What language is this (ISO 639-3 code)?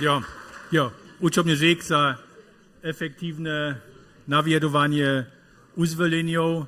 hsb